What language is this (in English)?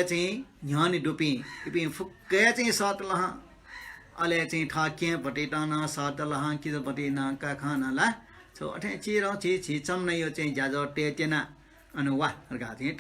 Newari